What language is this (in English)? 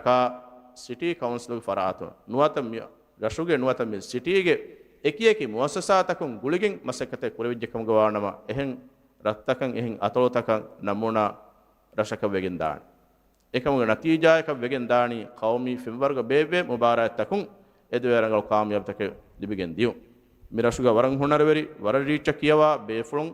Divehi